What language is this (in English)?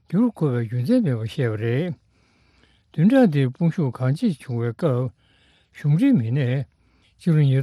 Tibetan